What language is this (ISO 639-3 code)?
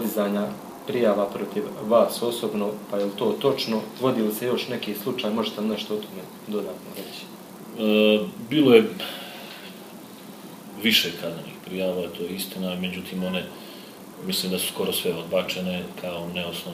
hrv